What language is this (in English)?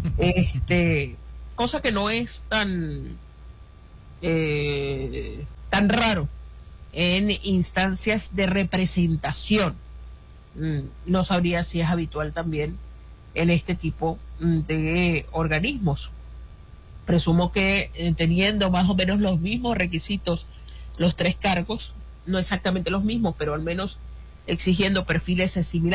Spanish